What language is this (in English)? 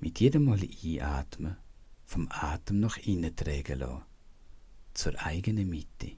Swiss German